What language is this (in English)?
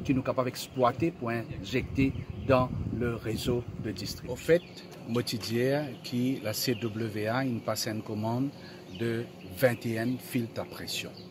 Morisyen